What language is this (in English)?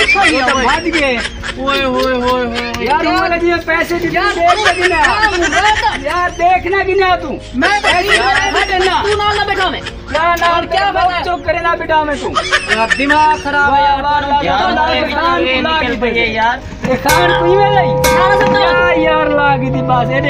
Saraiki